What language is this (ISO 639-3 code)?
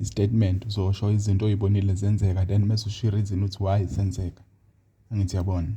zul